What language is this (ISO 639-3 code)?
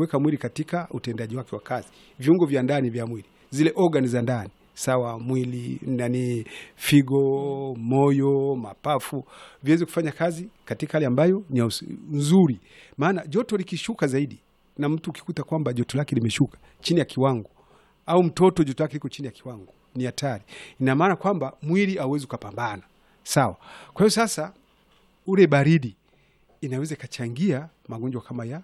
swa